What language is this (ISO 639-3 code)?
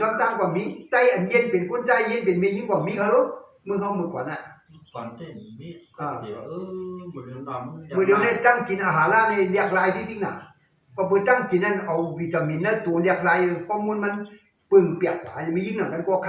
shn